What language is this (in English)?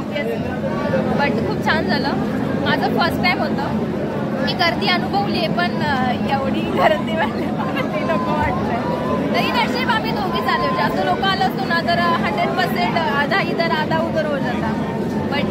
Marathi